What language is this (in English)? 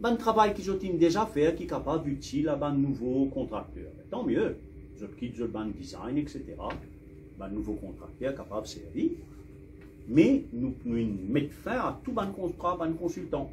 Morisyen